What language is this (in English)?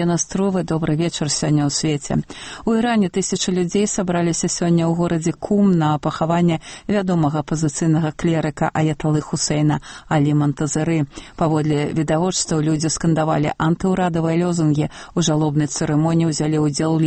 Belarusian